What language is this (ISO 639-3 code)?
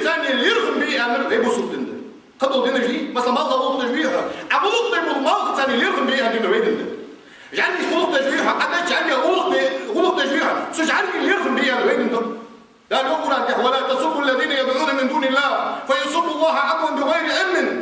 inh